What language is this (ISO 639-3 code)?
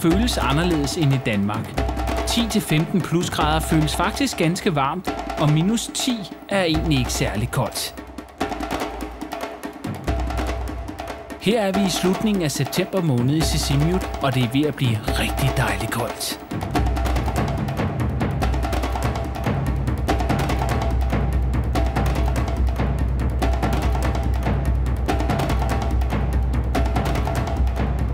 dan